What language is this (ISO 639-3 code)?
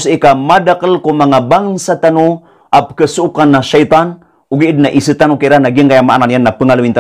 mrw